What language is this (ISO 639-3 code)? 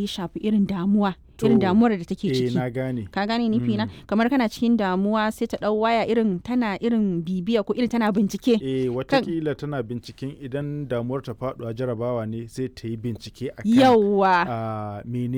hau